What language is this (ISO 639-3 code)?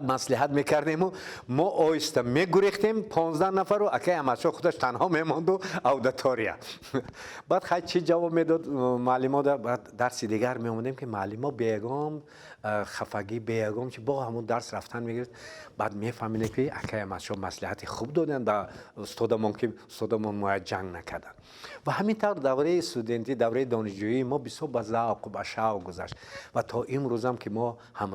tgk